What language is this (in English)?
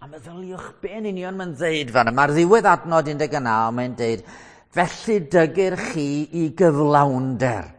Welsh